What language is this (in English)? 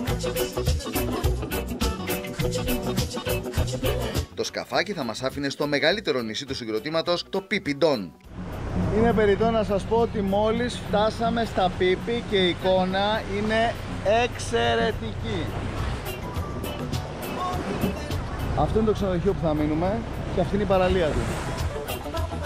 Greek